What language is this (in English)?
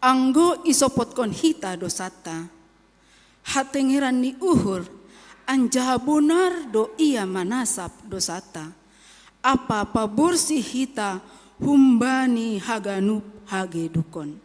Batak Simalungun